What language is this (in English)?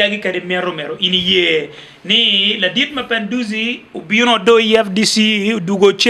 Acoli